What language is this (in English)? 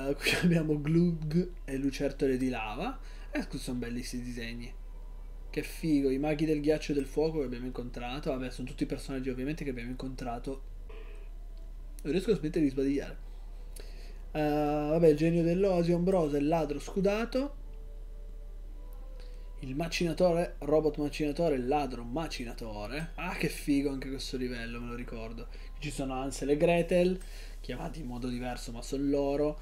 Italian